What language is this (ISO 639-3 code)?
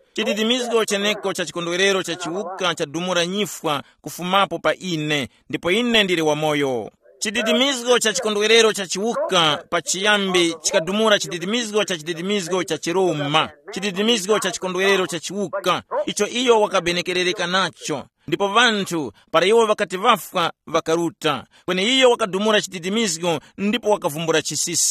tum